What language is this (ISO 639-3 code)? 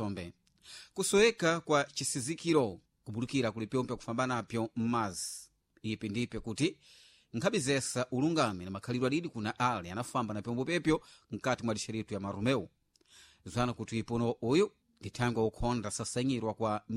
seh